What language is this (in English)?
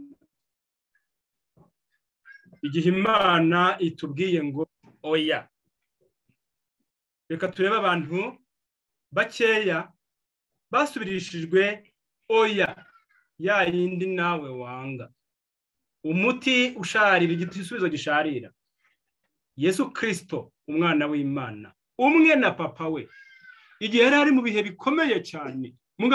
Kinyarwanda